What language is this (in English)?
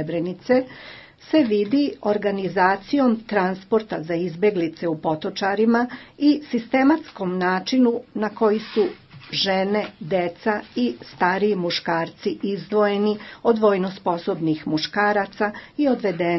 Bosnian